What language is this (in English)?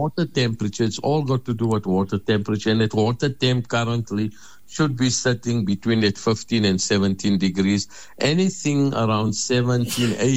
English